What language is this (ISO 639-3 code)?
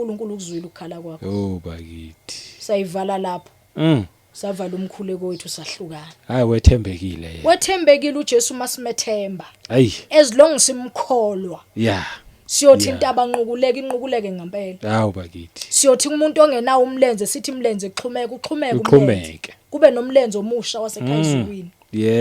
zul